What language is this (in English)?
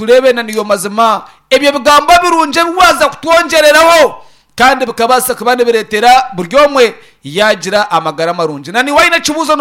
Nyankole